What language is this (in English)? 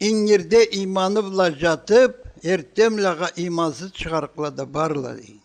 Karachay-Balkar